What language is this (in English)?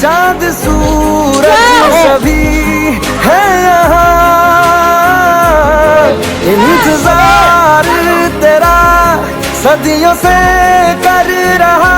Madurese